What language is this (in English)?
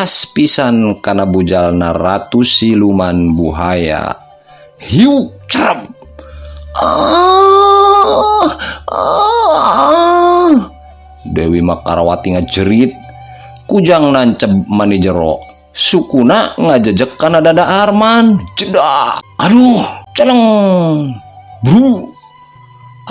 Sundanese